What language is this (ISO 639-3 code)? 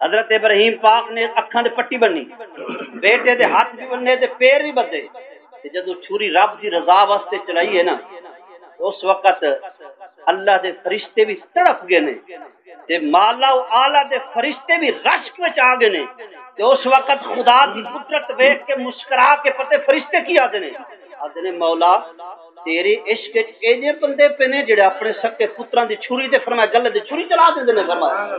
skr